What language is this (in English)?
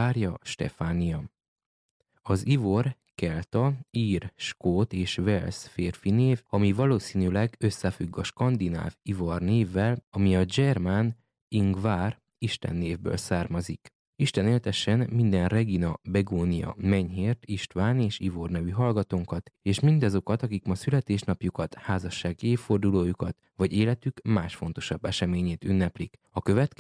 Hungarian